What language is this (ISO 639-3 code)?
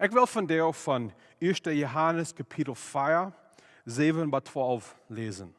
pdt